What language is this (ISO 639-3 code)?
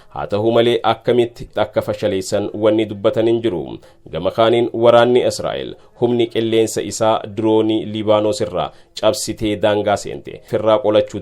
orm